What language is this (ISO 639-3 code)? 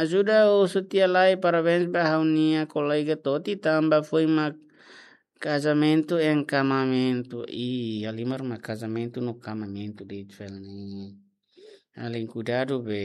tet